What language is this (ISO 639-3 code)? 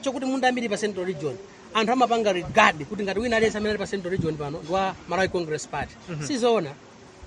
nya